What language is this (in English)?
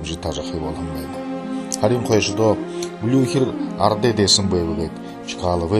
Buriat